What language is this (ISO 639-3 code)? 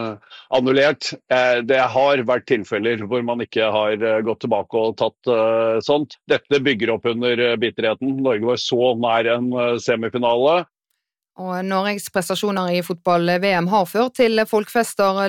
nor